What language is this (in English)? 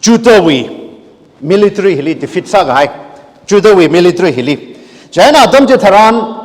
Tangkhul Naga (India)